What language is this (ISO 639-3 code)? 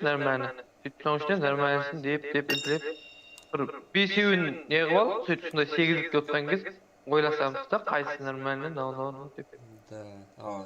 kaa